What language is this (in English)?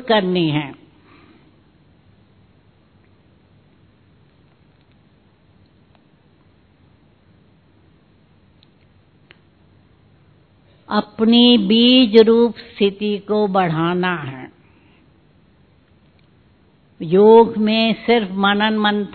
Hindi